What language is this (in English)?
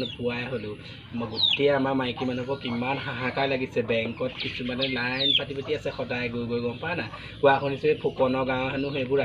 Assamese